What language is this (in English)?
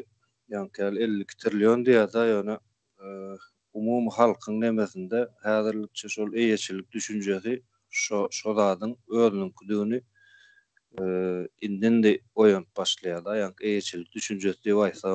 Turkmen